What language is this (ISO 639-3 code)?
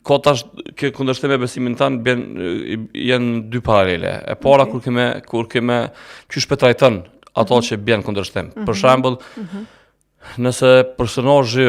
sqi